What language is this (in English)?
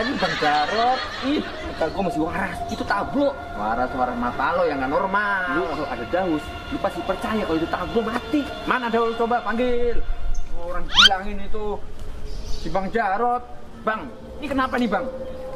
Betawi